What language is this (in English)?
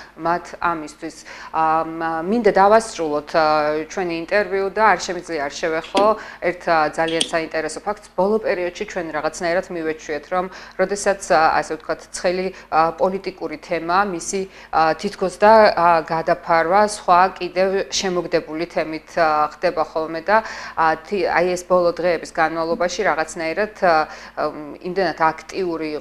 Georgian